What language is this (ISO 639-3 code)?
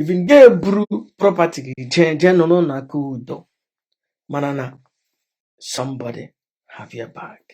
ibo